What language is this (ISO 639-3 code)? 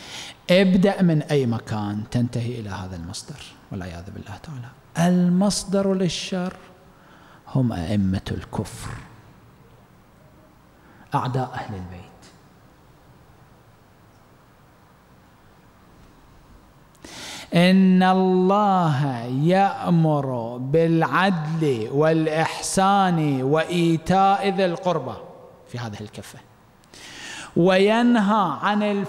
ara